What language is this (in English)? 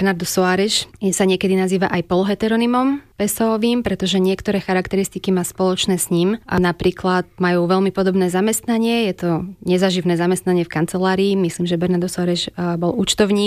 Slovak